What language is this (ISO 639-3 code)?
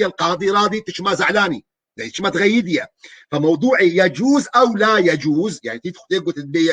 kur